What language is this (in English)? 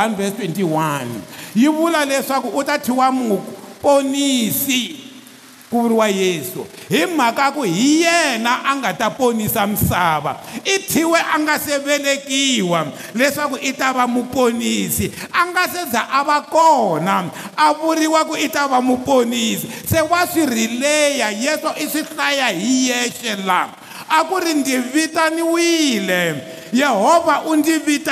Tsonga